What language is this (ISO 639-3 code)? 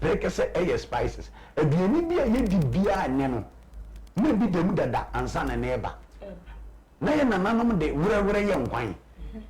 aka